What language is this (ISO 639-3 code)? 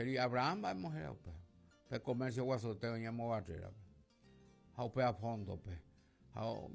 grn